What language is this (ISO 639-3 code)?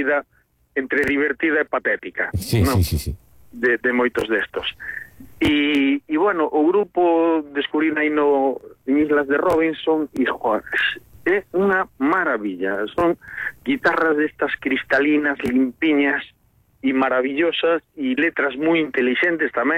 glg